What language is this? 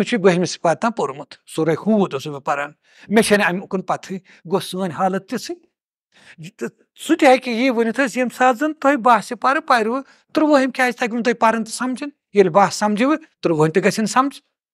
Kashmiri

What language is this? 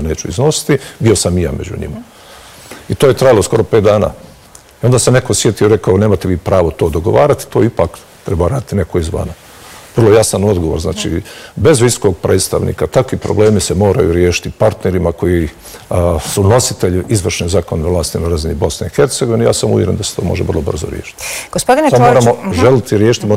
Bosnian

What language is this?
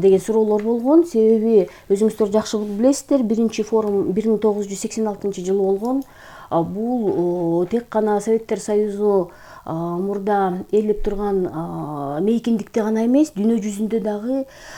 Kyrgyz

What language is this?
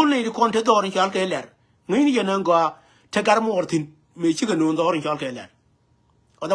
Nuer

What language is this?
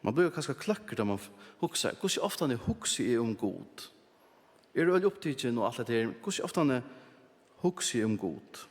Faroese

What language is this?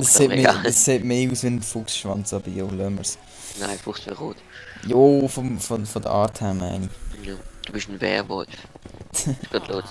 Swiss German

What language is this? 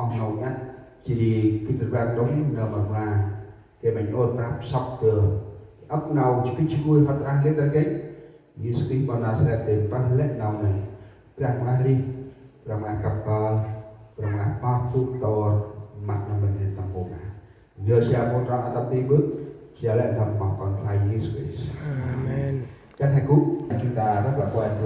Central Mnong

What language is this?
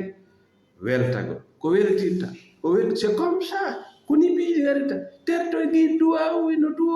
Fula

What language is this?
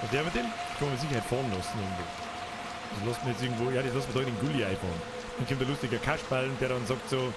Bavarian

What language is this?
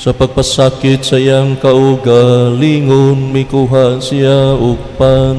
Cebuano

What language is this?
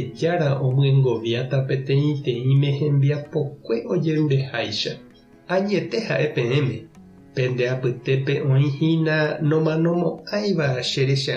Guarani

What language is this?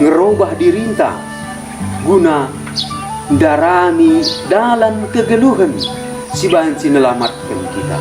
Batak Karo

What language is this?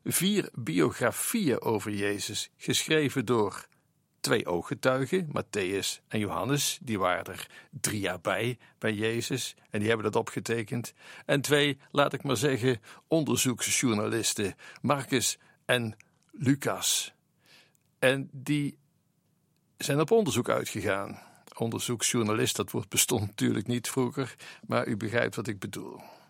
Dutch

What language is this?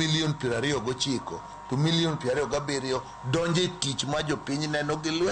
Luo (Kenya and Tanzania)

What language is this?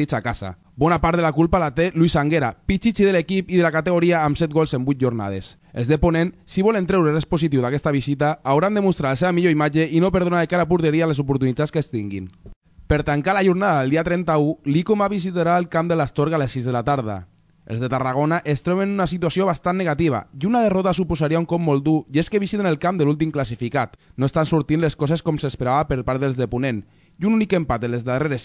Catalan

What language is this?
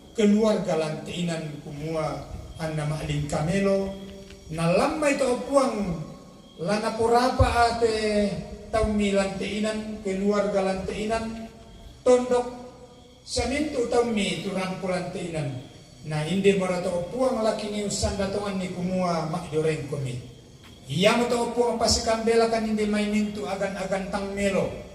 Toraja-Sa'dan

